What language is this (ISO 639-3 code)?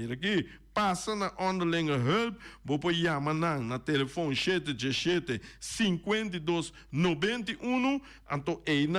pap